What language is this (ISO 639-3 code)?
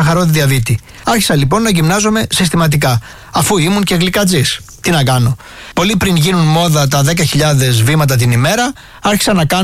ell